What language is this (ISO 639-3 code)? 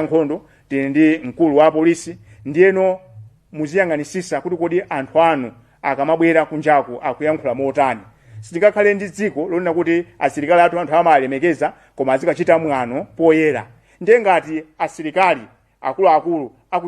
nya